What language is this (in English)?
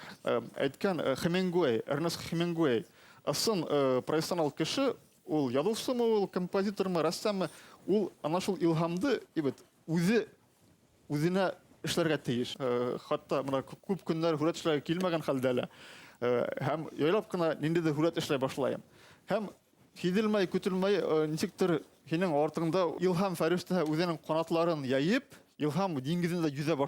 Bashkir